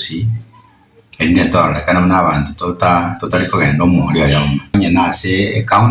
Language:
Gusii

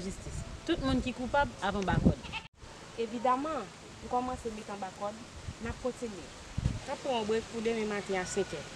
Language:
Haitian Creole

